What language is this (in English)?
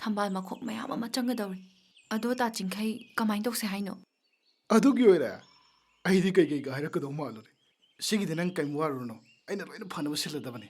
Manipuri